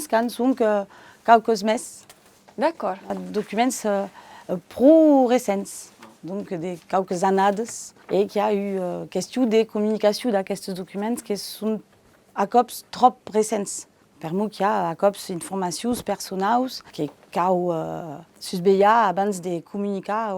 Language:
Occitan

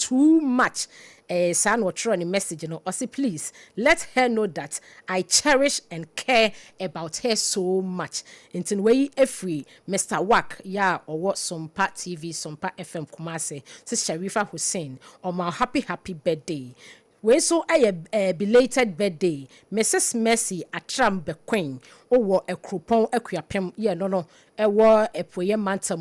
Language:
Akan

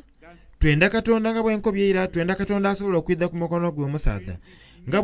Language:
Soga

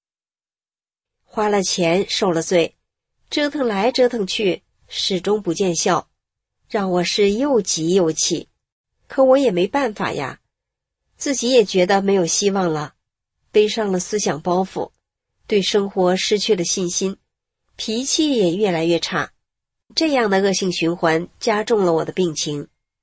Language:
Chinese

